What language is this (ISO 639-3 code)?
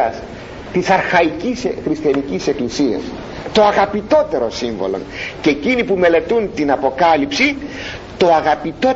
ell